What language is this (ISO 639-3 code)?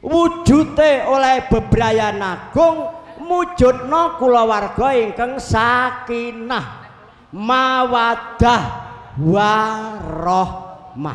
jav